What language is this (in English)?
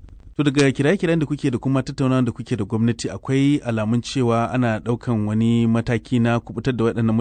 Hausa